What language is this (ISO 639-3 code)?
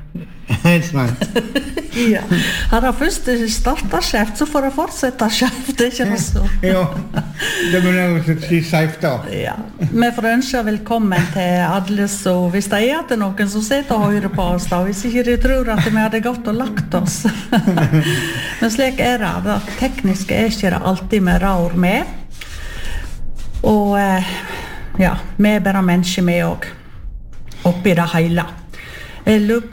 nor